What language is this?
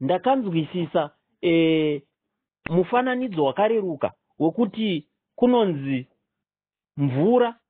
Shona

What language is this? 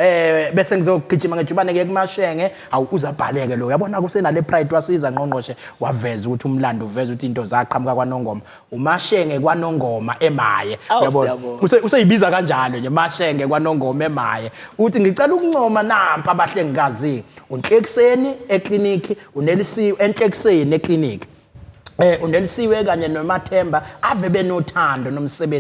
Zulu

